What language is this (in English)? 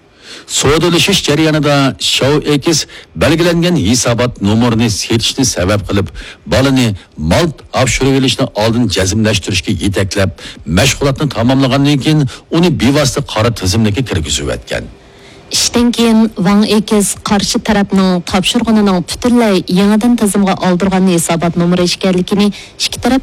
Uyghur